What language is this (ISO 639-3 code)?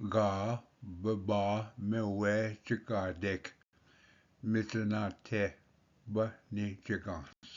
oji